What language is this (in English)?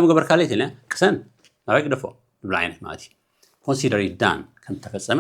Tigrinya